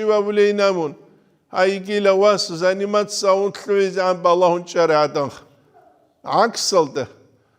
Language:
Avaric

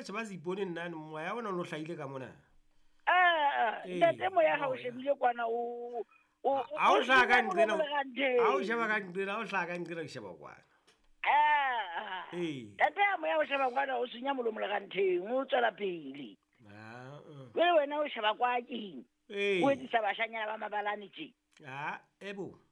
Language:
Southern Sotho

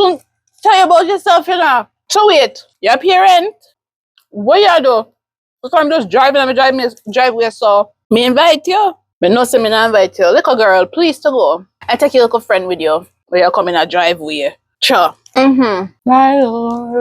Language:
Jamaican Creole English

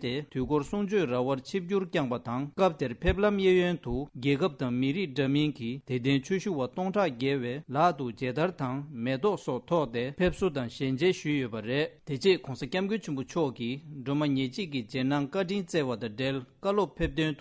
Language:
Tibetan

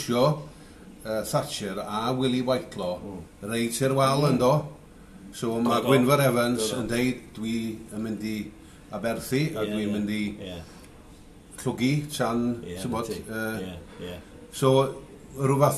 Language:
Welsh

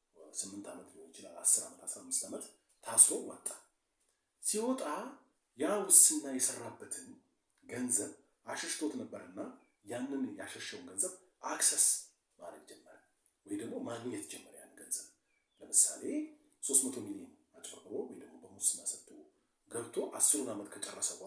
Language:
Amharic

